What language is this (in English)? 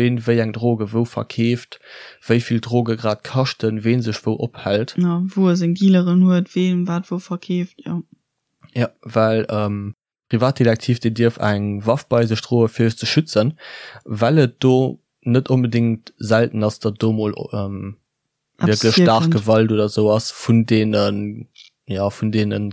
Luxembourgish